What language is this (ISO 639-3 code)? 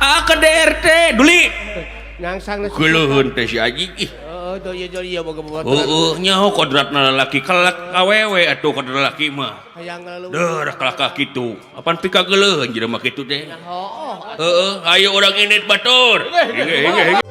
sun